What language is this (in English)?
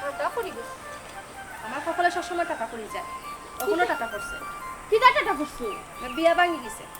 Sylheti